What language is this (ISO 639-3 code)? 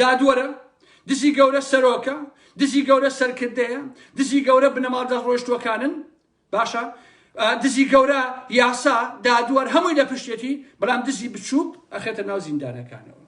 ckb